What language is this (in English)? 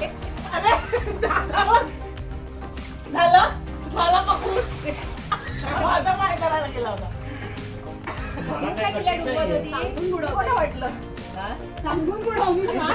Marathi